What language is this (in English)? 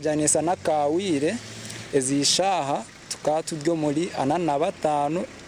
Nyankole